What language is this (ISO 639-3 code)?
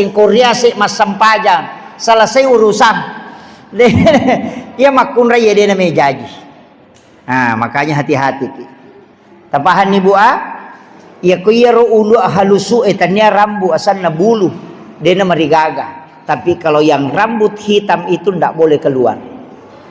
bug